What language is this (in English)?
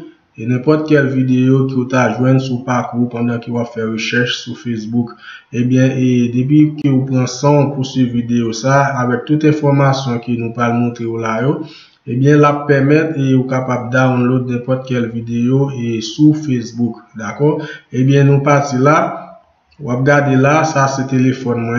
Haitian Creole